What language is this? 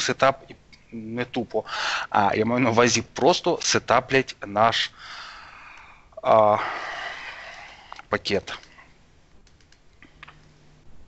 Ukrainian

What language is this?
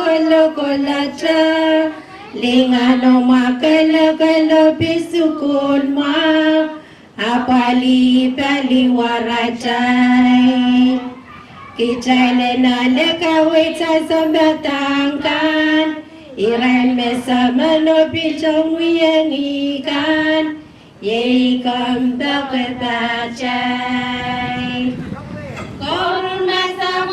Pohnpeian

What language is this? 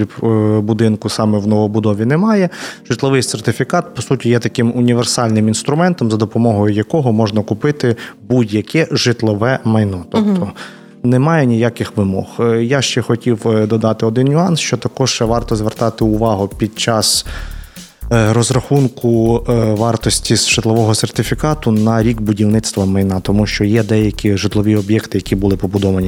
Ukrainian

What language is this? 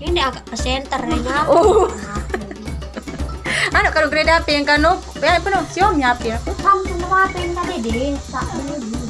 Sasak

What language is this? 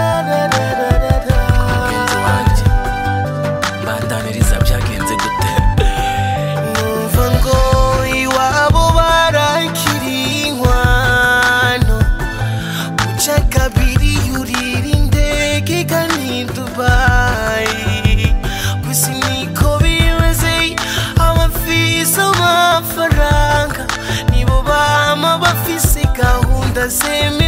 Rundi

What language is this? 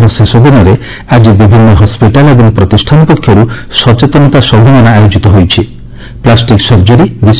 Odia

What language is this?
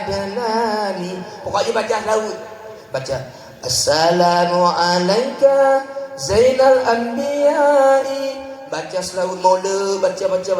Achinese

